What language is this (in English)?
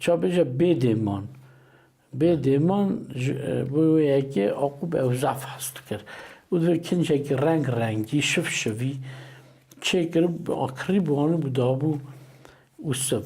Kurdish